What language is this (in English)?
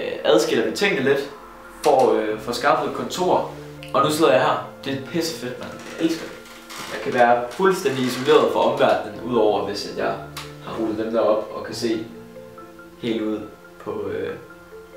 Danish